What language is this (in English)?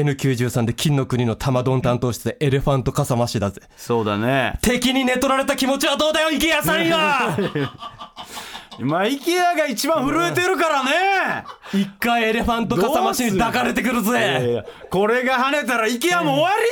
Japanese